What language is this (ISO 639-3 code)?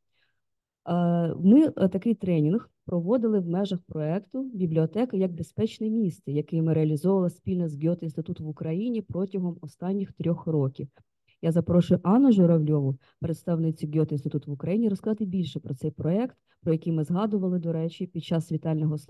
ukr